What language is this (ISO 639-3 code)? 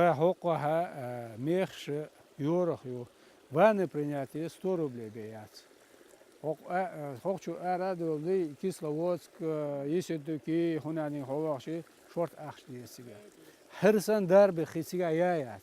che